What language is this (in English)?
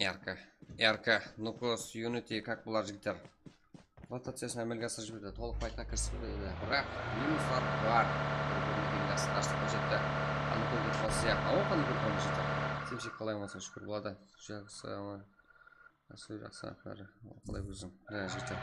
Kara-Kalpak